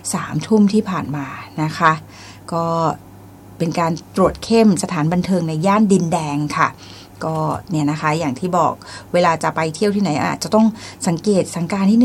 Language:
Thai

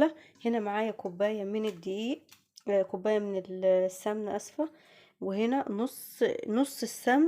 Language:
Egyptian Arabic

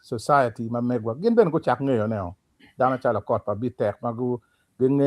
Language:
Acoli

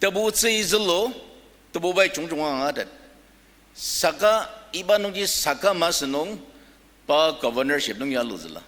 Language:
Ao Naga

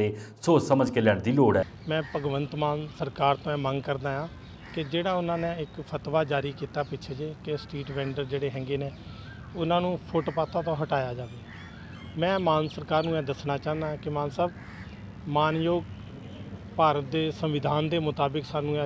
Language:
Punjabi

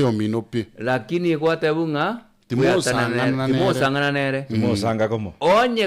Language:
Gusii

